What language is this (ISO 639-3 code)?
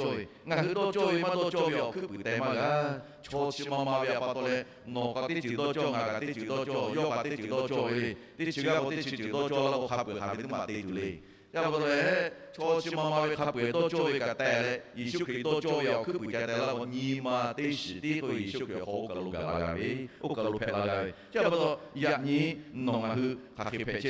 lhu